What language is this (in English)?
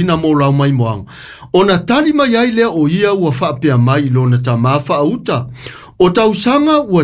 Samoan